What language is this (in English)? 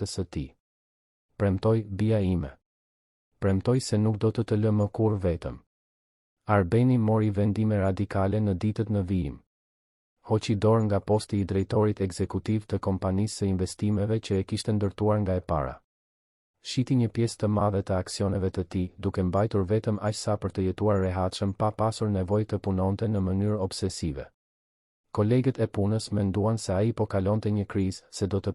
Albanian